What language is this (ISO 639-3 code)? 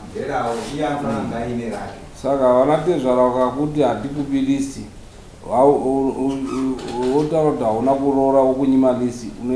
sna